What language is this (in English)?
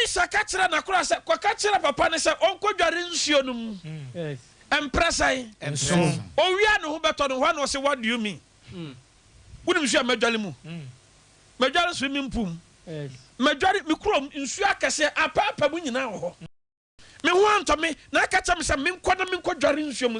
Akan